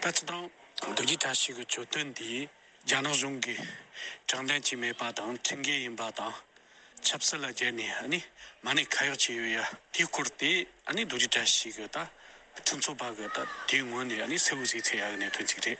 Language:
Tibetan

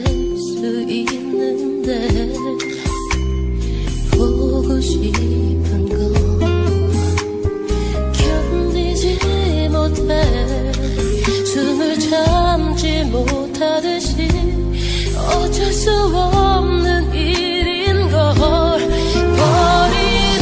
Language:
Korean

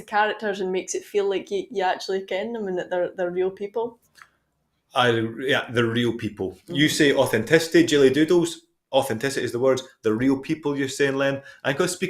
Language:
Scots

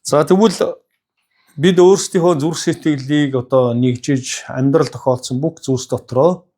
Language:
Mongolian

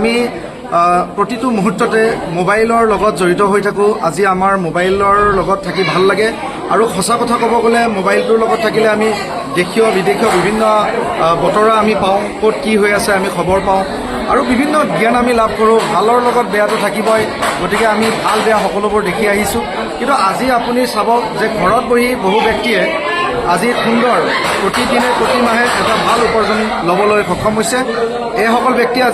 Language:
Assamese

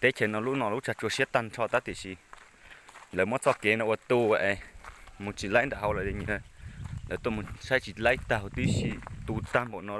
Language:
Hmong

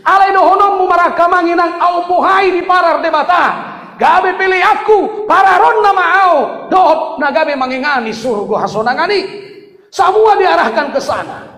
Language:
Batak Toba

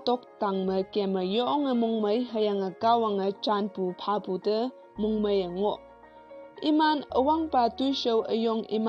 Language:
Konyak Naga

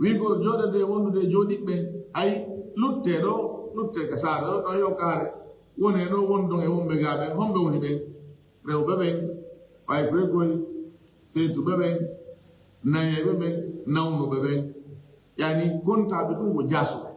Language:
Fula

